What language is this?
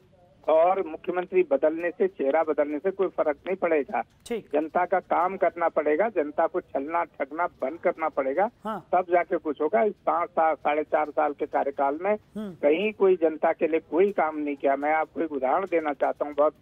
Hindi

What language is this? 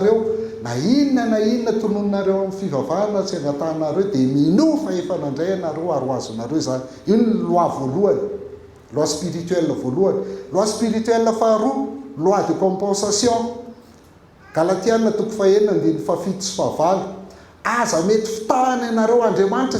Malagasy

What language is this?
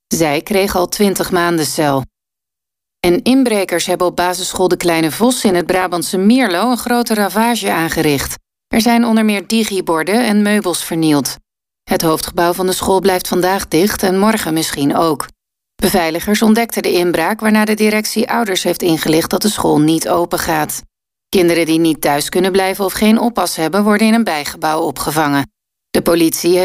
Dutch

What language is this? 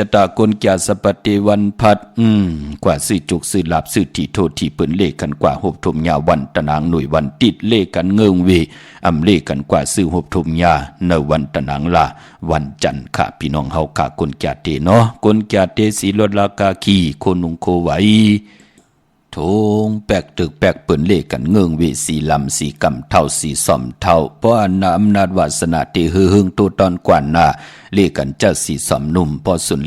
Shan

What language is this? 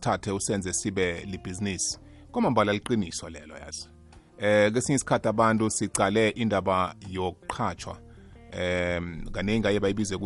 South Ndebele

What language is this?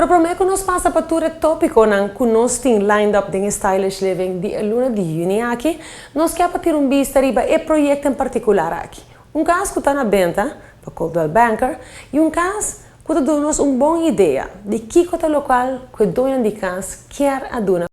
Papiamento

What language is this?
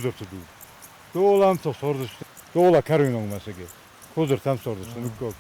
Ossetic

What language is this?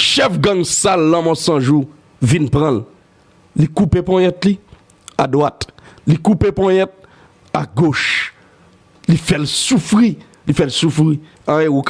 Haitian Creole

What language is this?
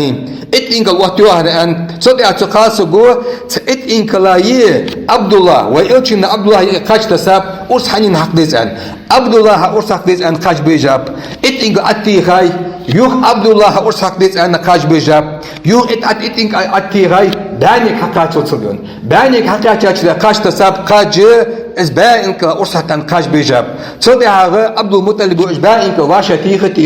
Ingush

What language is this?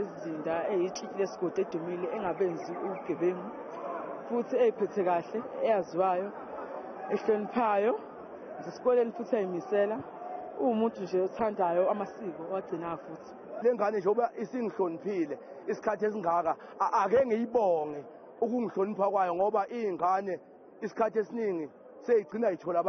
Zulu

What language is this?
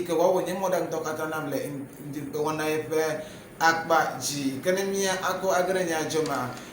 Ewe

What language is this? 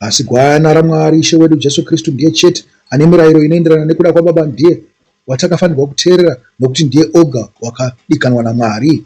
Shona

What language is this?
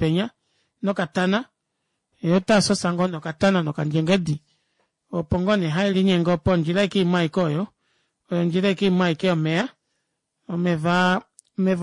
Kuanyama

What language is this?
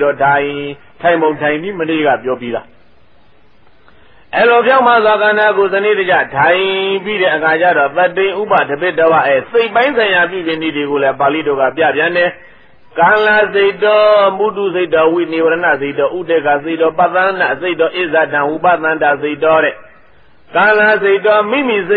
Burmese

